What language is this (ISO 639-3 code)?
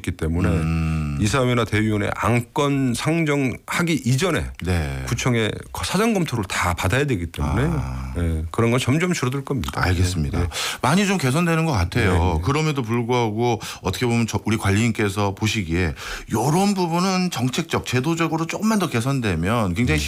kor